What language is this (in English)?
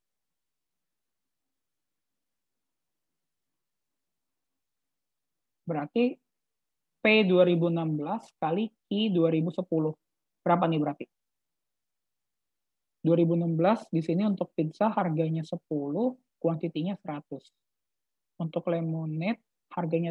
Indonesian